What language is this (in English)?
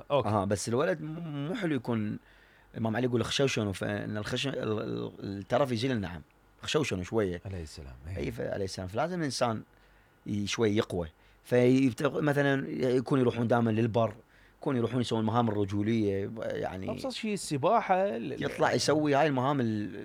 Mesopotamian Arabic